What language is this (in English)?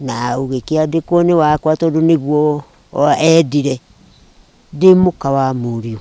Kikuyu